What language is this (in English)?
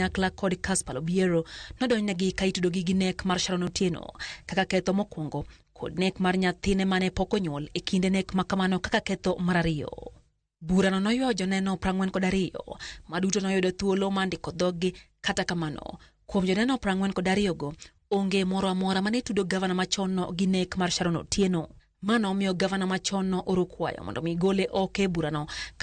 Luo (Kenya and Tanzania)